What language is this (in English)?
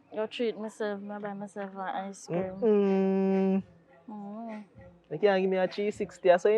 Jamaican Creole English